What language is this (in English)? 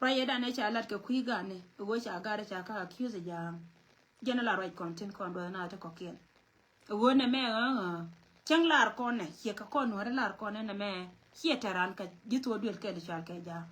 Nuer